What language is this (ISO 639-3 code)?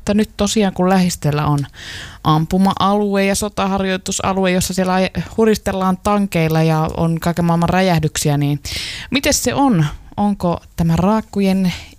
fin